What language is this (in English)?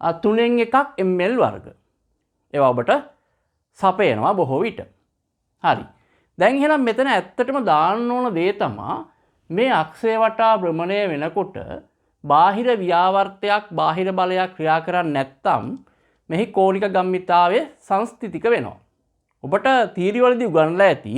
Sinhala